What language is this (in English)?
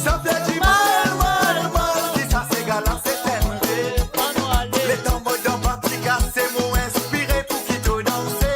Morisyen